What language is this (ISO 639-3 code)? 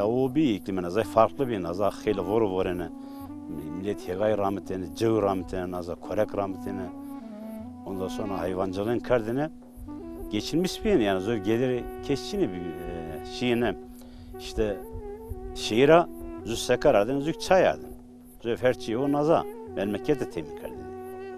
zza